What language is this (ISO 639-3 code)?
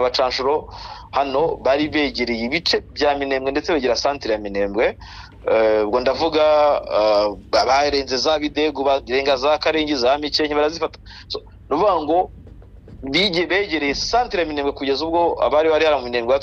kin